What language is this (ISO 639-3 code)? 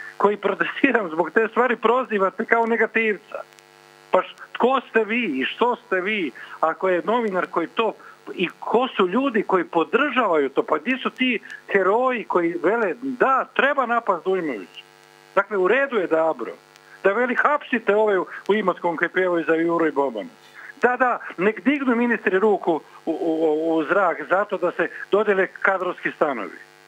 hrv